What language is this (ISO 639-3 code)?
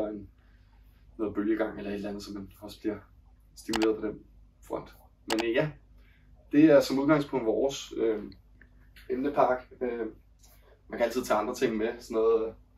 dan